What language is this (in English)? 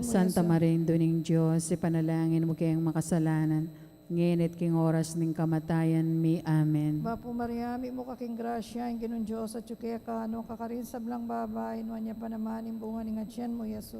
Pampanga